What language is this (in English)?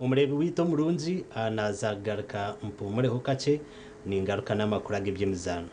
Nyankole